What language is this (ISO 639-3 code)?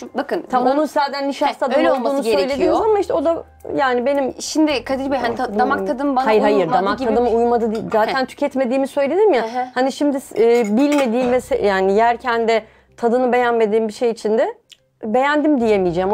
tur